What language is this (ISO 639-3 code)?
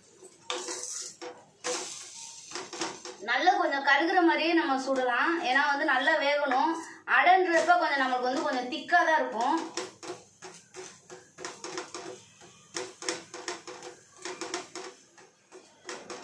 tam